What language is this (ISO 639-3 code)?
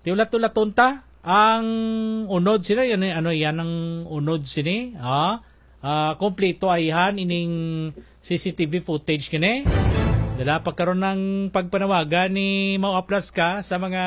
hil